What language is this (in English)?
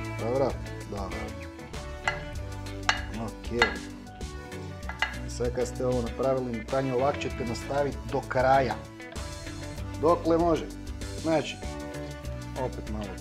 Croatian